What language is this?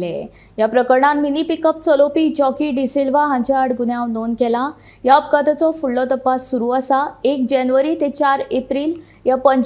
Konkani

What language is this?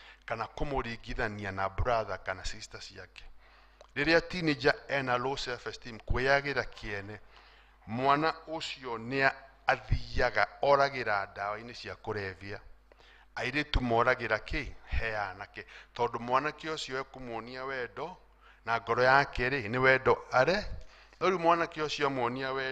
Kikuyu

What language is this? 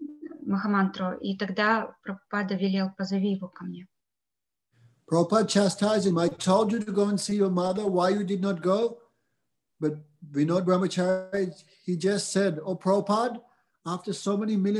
Russian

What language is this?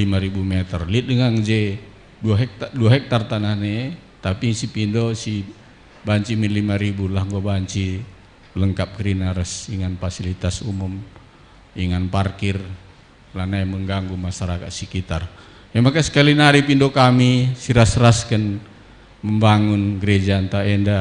Batak Karo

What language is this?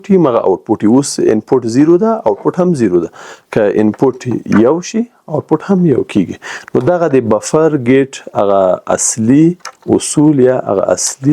Pashto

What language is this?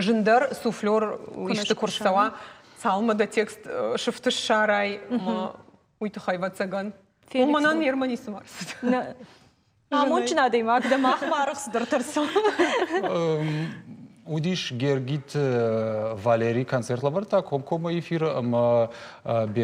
Ossetic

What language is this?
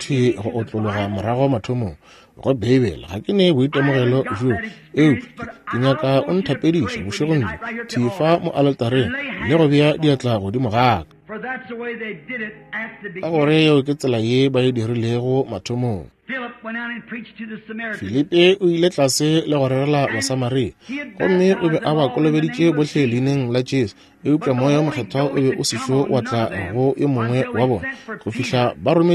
Northern Sotho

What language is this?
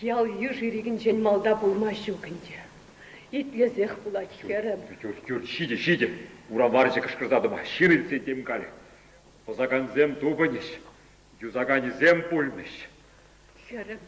Chuvash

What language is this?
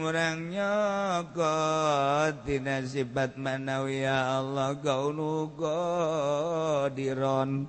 Sundanese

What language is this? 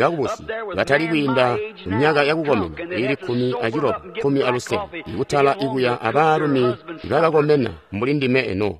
Tonga (Zambia)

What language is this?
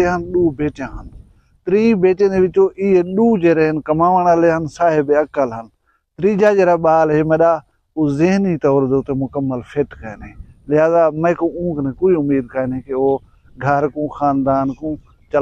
Saraiki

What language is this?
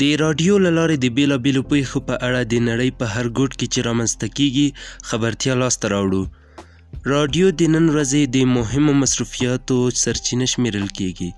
Pashto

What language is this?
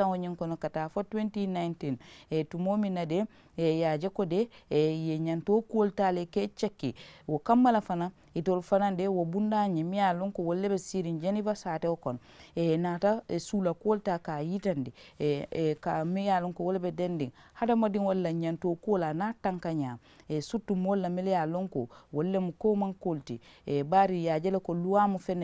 Mandingo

